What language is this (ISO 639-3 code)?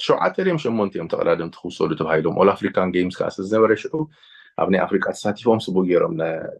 tir